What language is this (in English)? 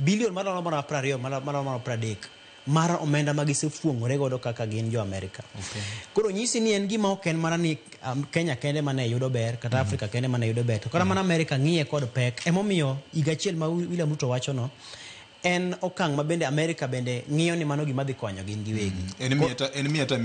Luo (Kenya and Tanzania)